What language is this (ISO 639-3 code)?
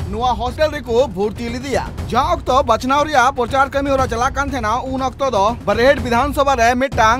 sat